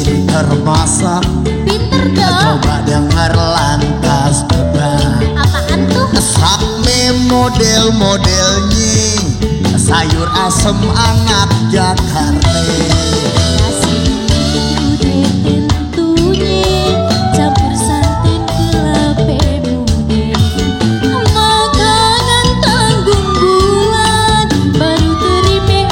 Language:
Betawi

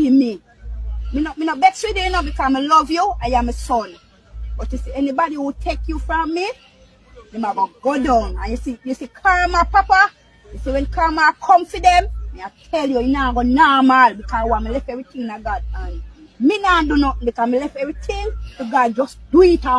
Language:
Jamaican Creole English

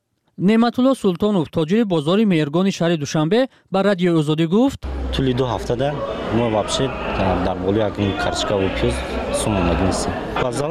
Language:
Tajik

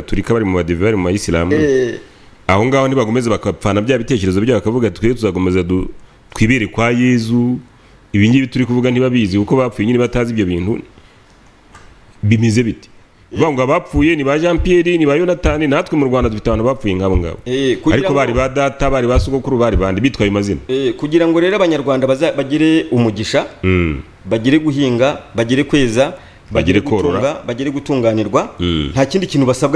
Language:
Kinyarwanda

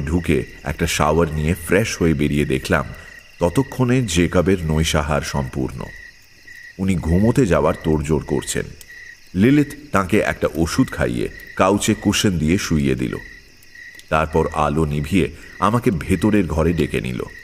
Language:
Bangla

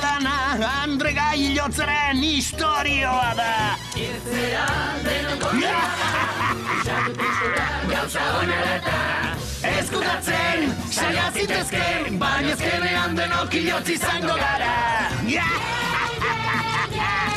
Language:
Basque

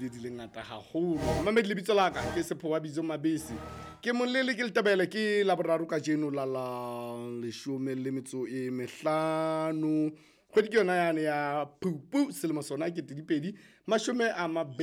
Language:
Southern Sotho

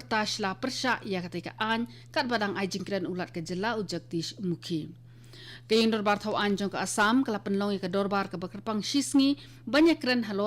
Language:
Khasi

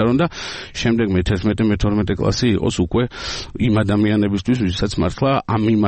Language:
Georgian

